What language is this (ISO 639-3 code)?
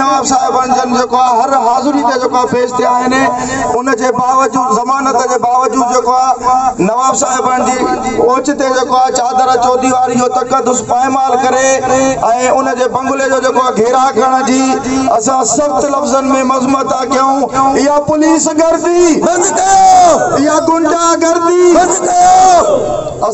snd